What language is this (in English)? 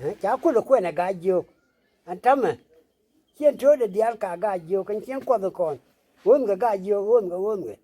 Nuer